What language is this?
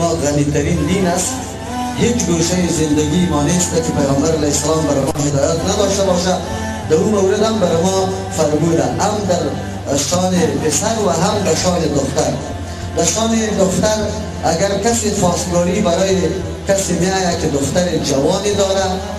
Persian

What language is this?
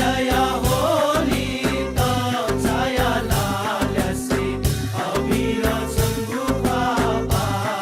Newari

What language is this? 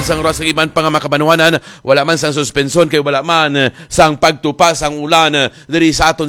Hiligaynon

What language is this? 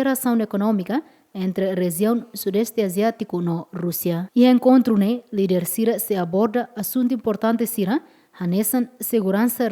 Tetum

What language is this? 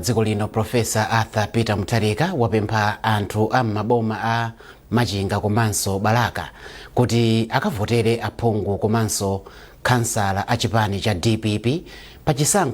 Nyanja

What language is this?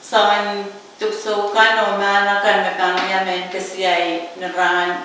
Pohnpeian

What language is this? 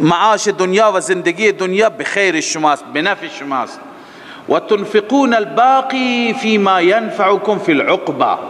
Persian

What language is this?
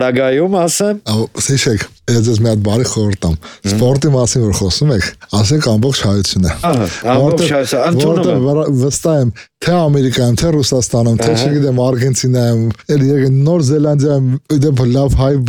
Armenian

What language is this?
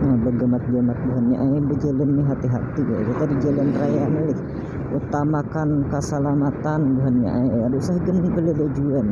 Banjar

